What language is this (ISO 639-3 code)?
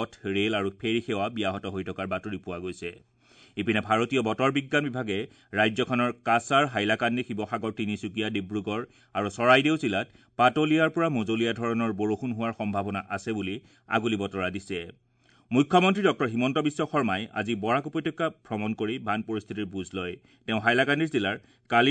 asm